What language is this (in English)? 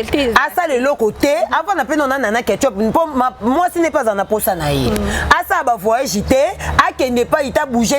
Lingala